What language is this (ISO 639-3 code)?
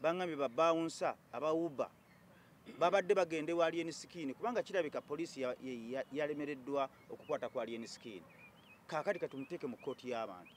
lug